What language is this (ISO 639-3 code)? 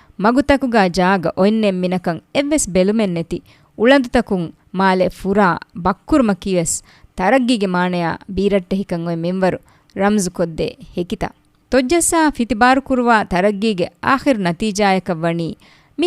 div